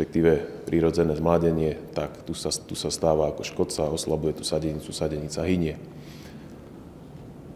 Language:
Slovak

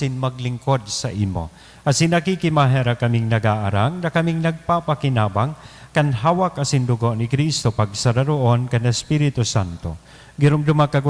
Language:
Bikol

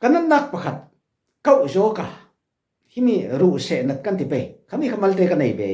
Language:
Falam Chin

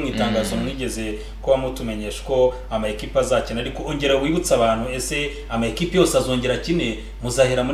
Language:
Kinyarwanda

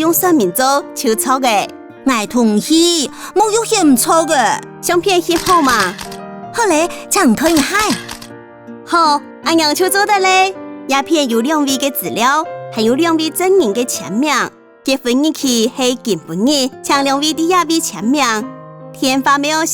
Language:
Hakka Chinese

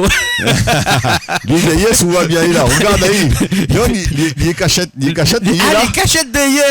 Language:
Réunion Creole French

